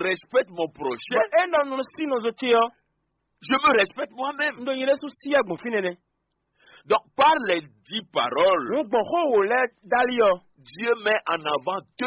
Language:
Fon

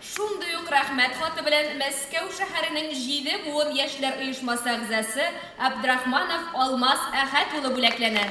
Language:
Tatar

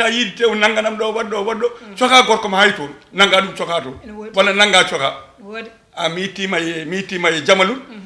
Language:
Fula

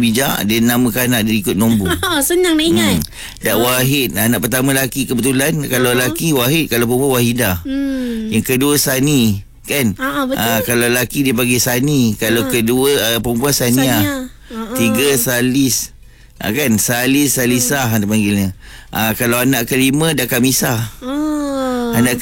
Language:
Malay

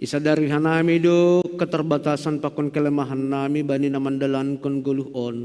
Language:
Batak Simalungun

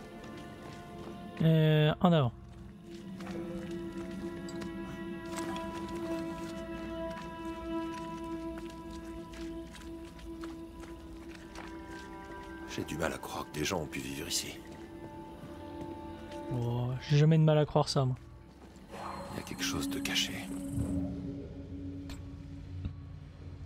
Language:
French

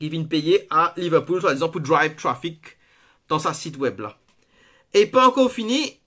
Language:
Morisyen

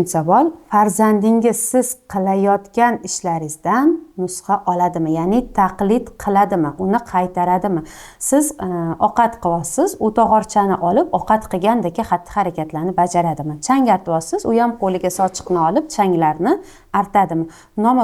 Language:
Uzbek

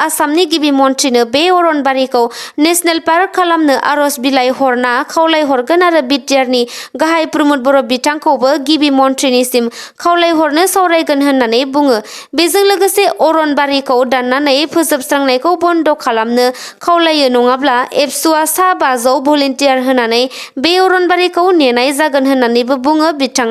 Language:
Bodo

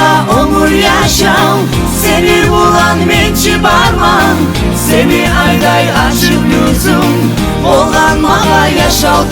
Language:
Kumyk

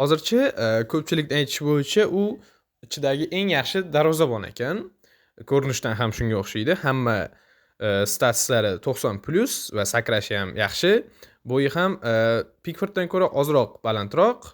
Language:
Uzbek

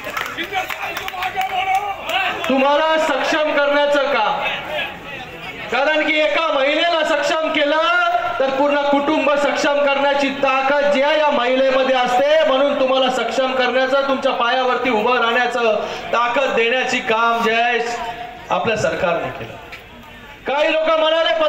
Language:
Marathi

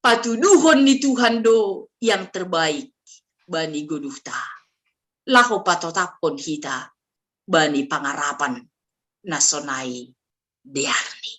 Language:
Batak Simalungun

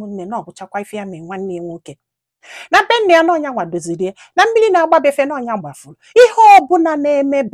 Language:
Igbo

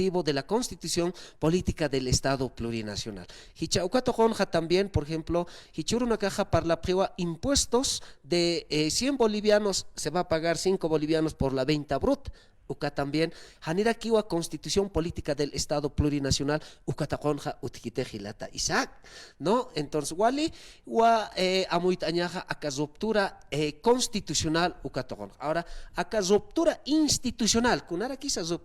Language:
Aymara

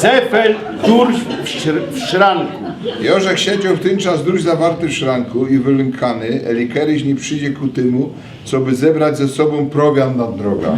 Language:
Silesian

